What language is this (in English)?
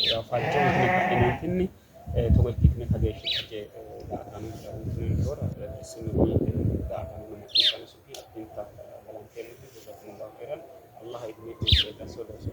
Sidamo